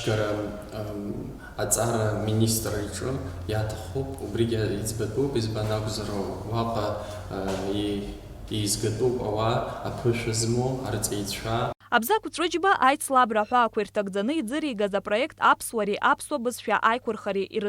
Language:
Abkhazian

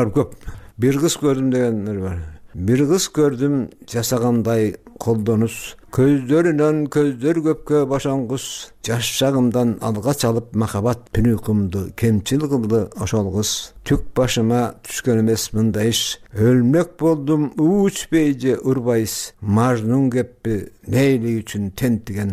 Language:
Kyrgyz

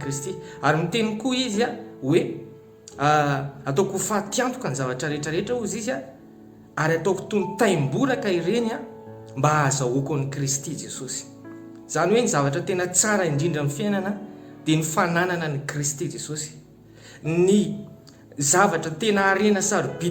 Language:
Malagasy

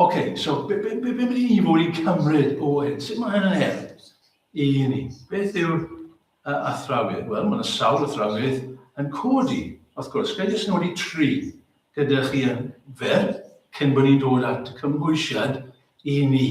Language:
Welsh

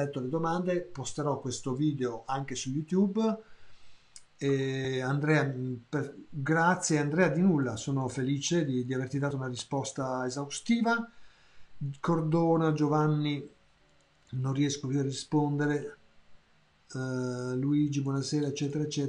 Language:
Italian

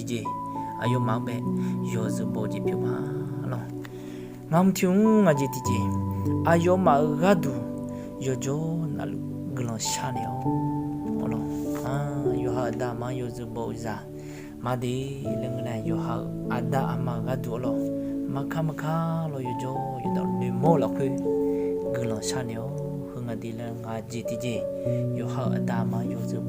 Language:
Akha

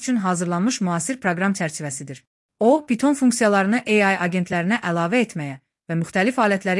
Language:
Azerbaijani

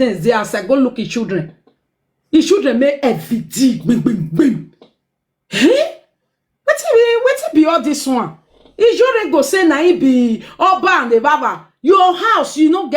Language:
Nigerian Pidgin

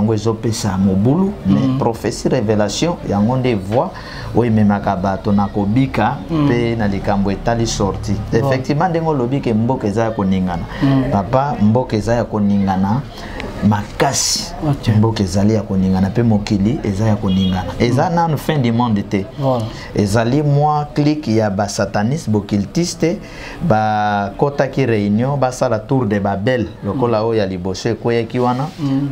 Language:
Lingala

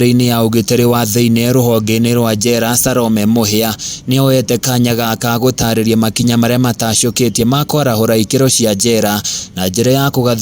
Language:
Kikuyu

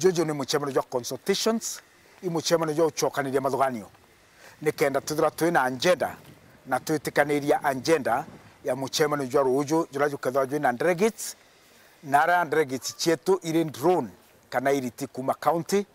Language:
Meru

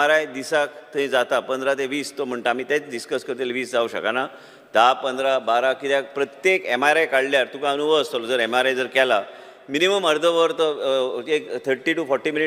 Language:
Konkani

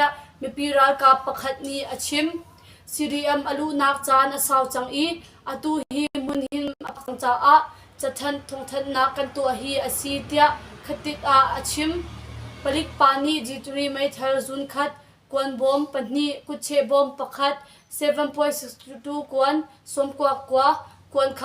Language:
Hakha Chin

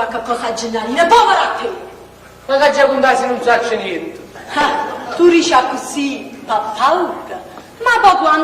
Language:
Neapolitan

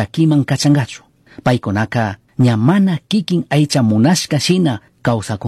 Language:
Chimborazo Highland Quichua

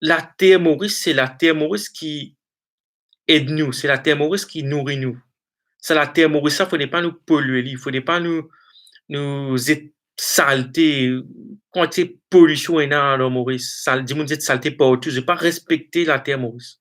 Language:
Morisyen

